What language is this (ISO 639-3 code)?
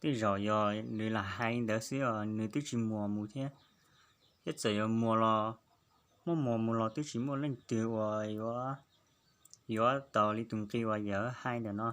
hmn